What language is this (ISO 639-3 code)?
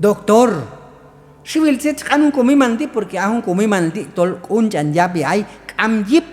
kjb